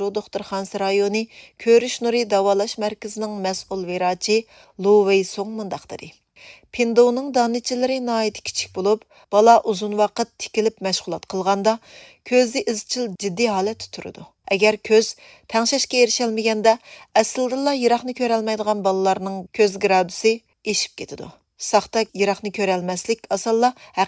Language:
Uyghur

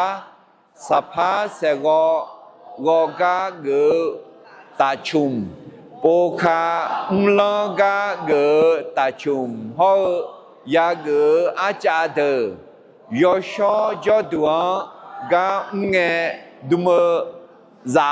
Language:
Akha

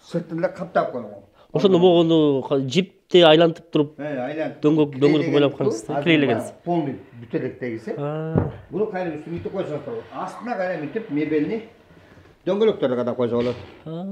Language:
Kyrgyz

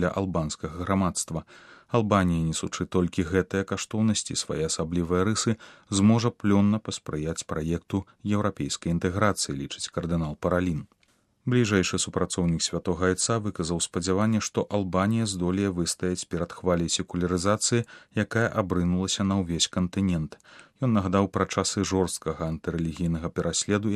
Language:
Belarusian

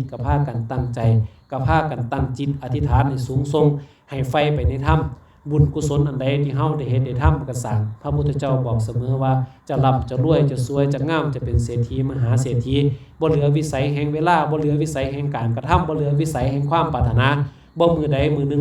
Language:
Lao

